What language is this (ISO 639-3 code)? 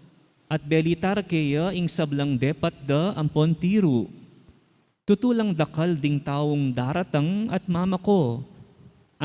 pam